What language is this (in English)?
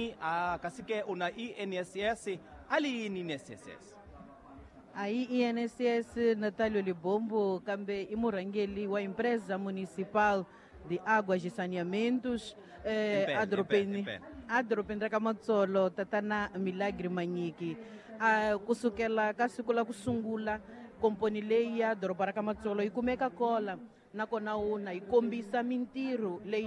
Tsonga